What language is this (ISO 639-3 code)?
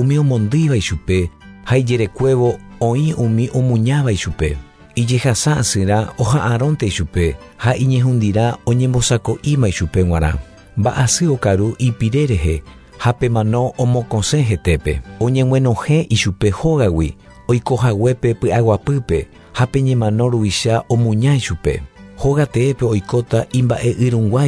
grn